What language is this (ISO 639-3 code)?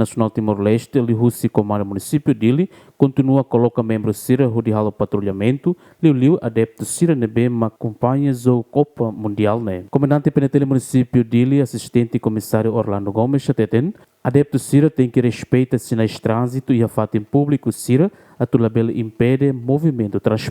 tet